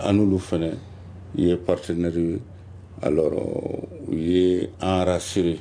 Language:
Bambara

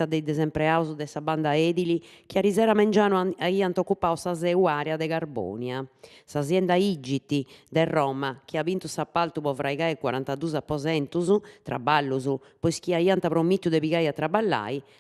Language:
Sardinian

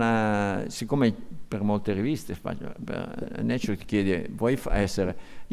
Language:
Italian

